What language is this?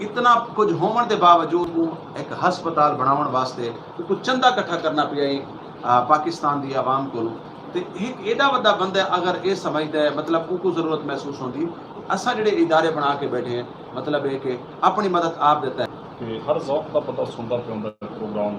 Saraiki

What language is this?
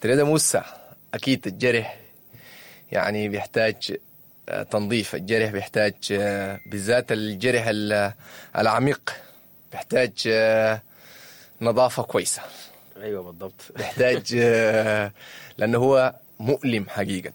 Sudanese Arabic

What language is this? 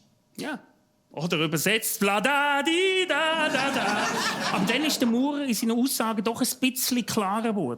Swiss German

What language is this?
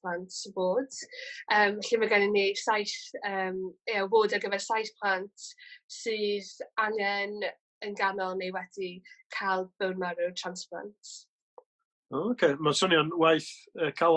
Welsh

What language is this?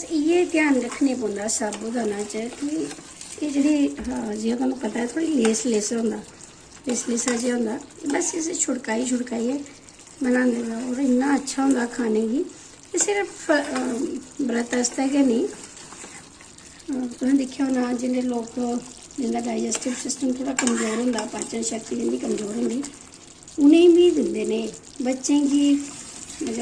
Dogri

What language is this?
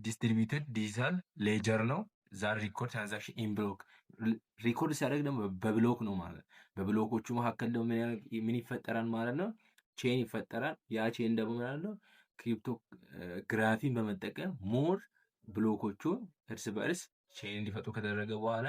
Amharic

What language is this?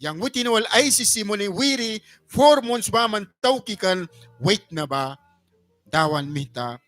Mískito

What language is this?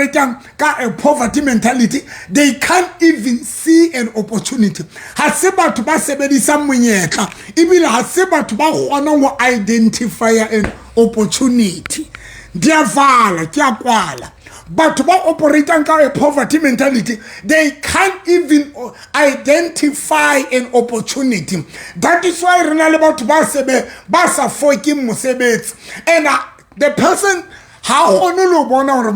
Southern Sotho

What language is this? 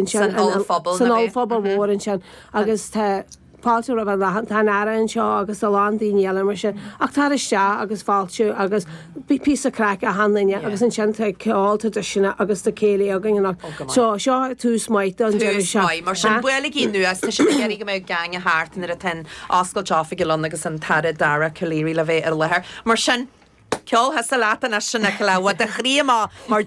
Irish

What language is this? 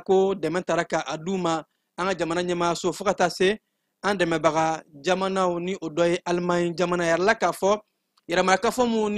Bambara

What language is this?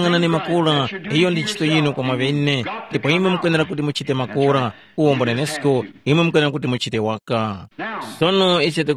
Tumbuka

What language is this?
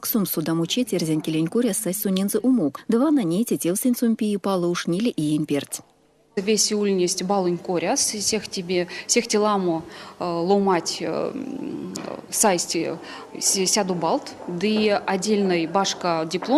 Erzya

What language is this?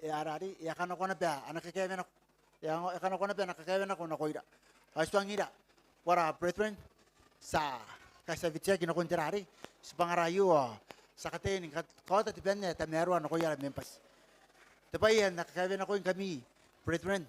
Gilbertese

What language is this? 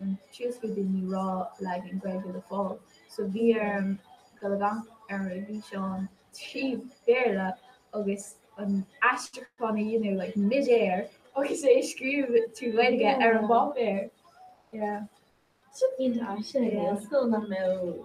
Irish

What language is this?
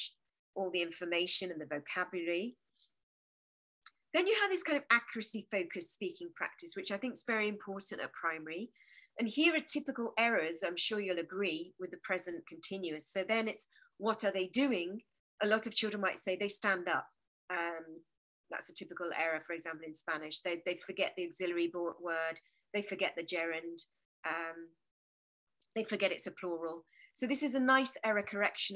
English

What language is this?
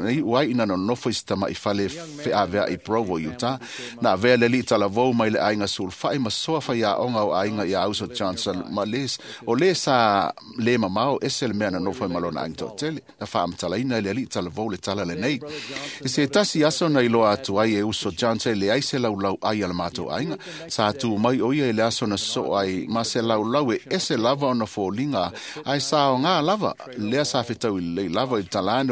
Samoan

